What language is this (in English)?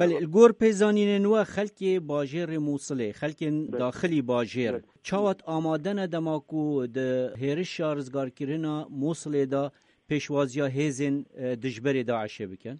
Kurdish